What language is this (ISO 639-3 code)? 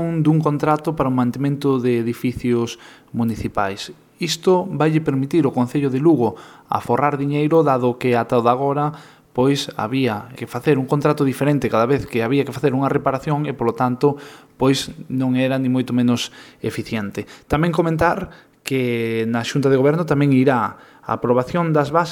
glg